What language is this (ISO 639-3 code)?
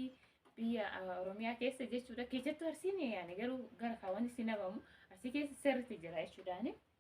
orm